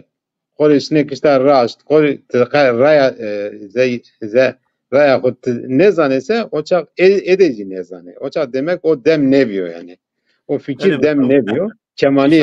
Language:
Zaza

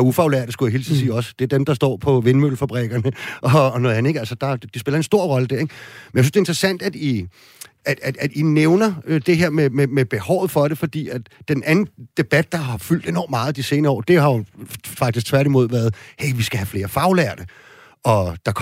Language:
Danish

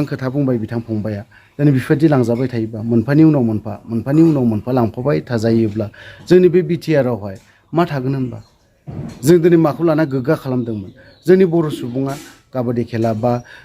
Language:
Bodo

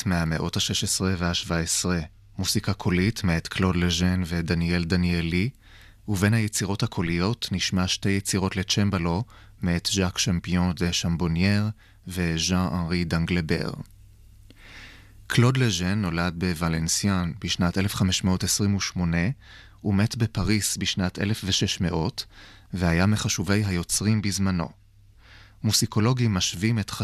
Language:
Hebrew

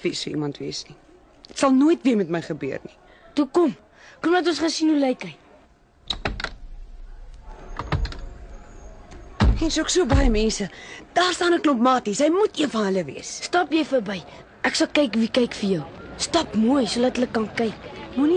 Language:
Afrikaans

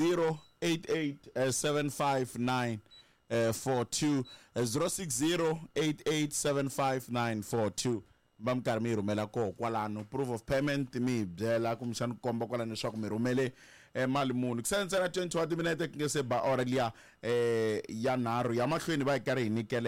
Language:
Tsonga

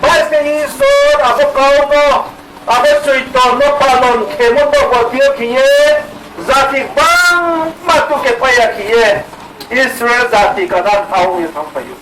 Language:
Riang (India)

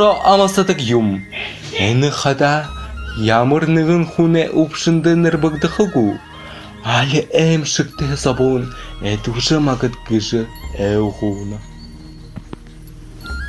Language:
Buriat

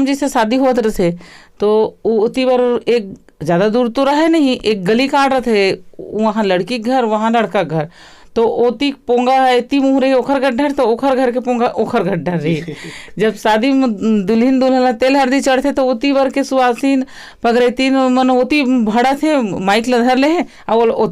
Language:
Chhattisgarhi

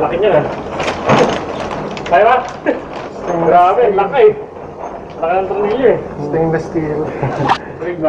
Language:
Filipino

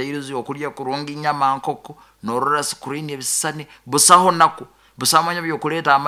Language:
Nyoro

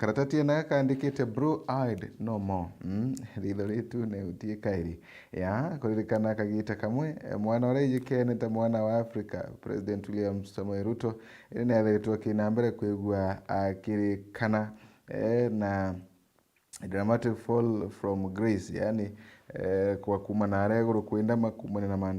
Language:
Meru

